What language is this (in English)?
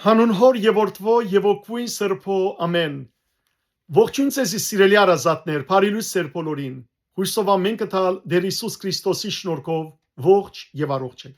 Western Armenian